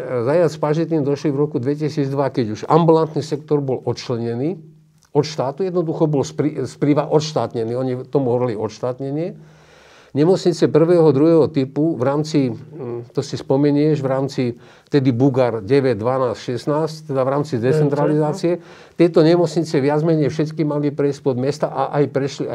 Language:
Slovak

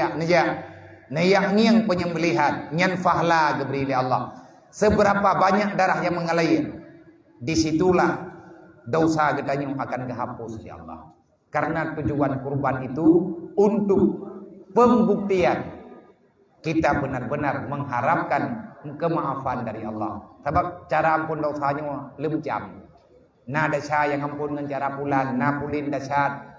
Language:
Achinese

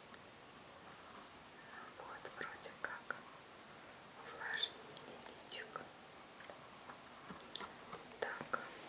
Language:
Russian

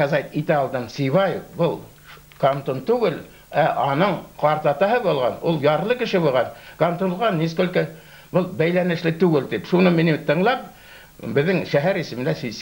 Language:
Bashkir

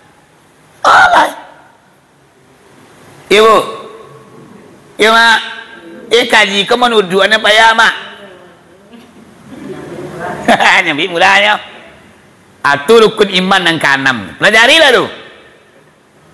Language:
Minangkabau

